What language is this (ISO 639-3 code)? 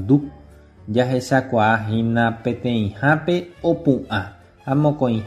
grn